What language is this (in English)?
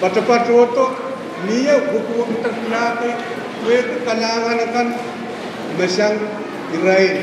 Pohnpeian